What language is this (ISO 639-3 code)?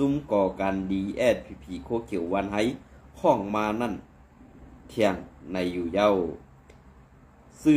shn